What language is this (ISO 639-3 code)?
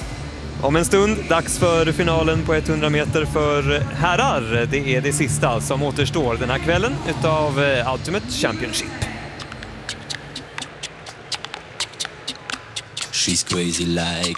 swe